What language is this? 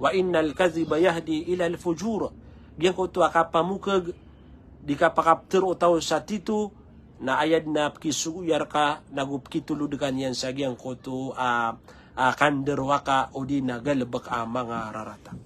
Maranao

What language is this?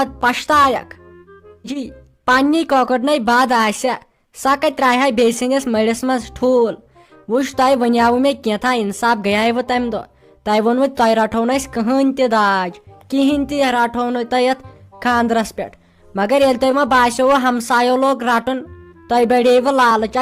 Kashmiri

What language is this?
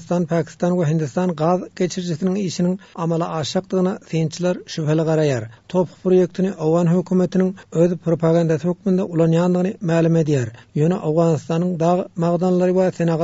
Turkmen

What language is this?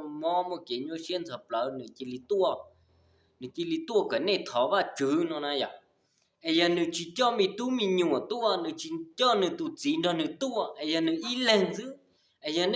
Hmong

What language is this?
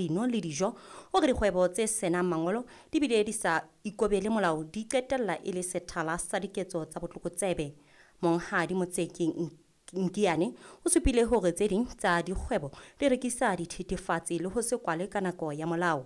Southern Sotho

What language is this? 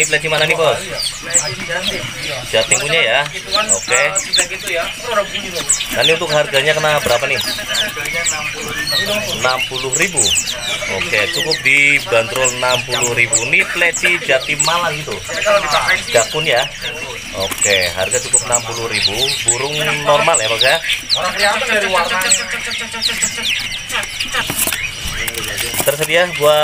Indonesian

